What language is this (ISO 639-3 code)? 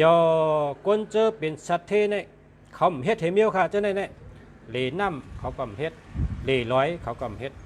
shn